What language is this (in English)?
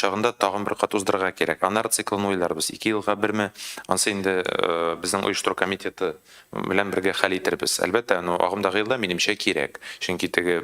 Tatar